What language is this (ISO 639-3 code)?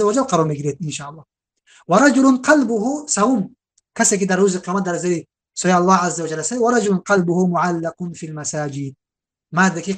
tgk